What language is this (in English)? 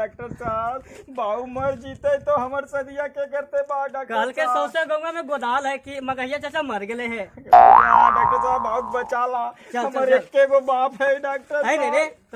Magahi